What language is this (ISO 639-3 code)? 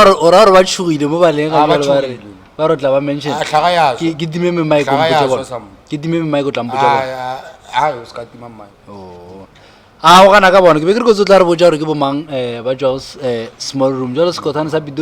nso